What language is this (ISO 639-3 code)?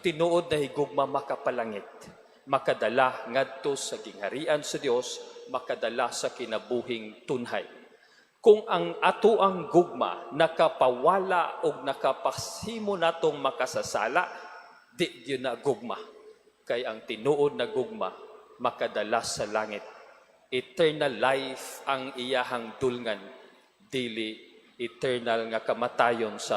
ceb